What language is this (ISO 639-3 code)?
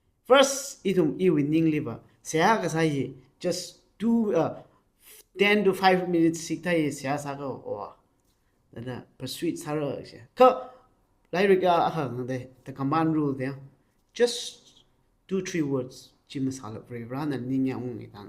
nmf